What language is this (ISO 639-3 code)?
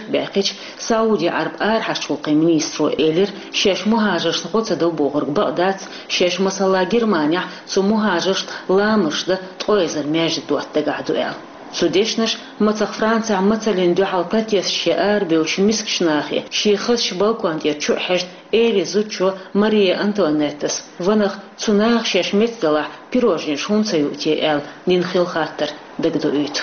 che